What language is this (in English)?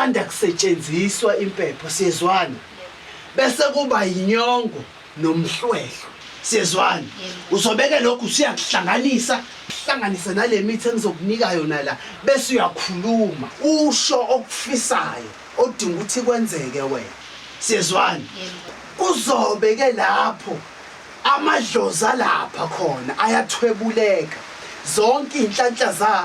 Zulu